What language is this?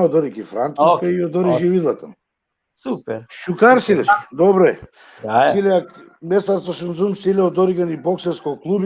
Balkan Romani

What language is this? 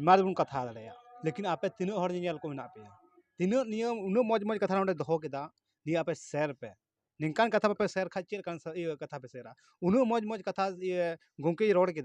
Santali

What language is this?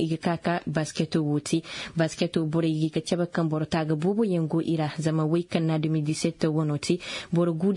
Koyraboro Senni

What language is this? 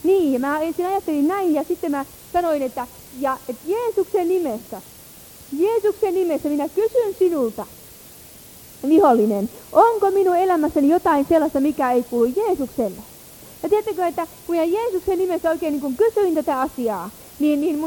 Finnish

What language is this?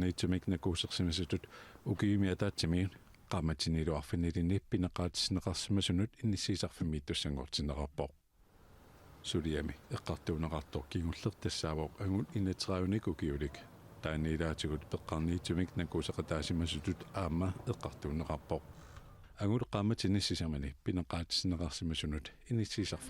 Kalaallisut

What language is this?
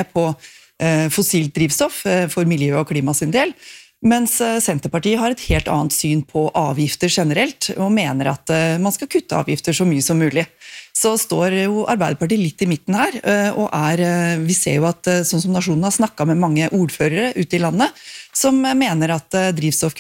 Norwegian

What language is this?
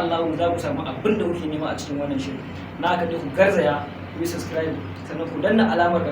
Hausa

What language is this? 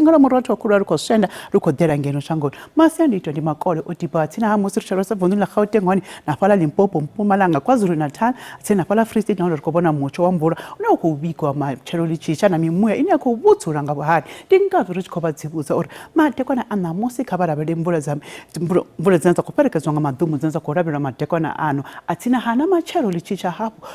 Venda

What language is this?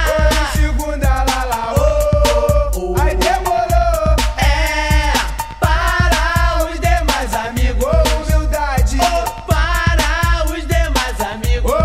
Portuguese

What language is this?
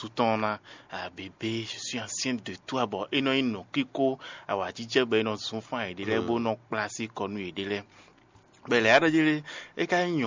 Fon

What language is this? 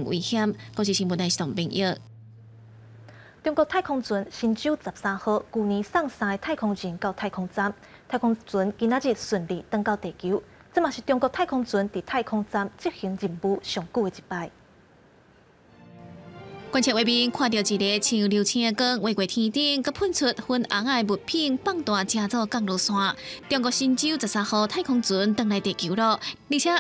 Min Nan Chinese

